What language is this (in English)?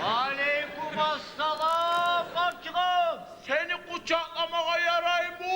Kumyk